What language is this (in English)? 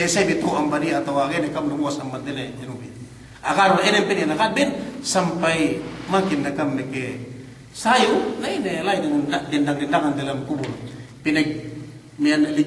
Yakan